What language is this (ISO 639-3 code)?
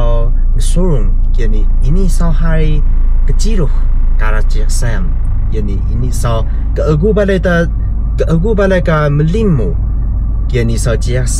trv